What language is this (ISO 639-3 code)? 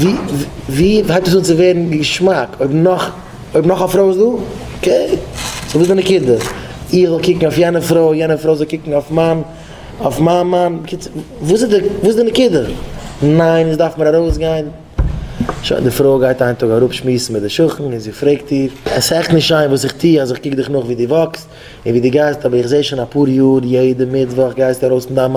yid